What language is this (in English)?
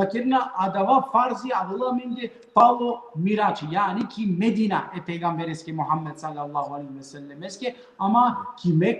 Balkan Romani